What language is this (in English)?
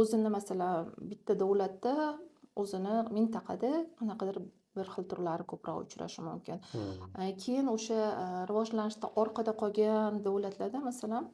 Uzbek